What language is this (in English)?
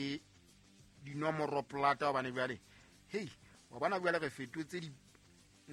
Southern Sotho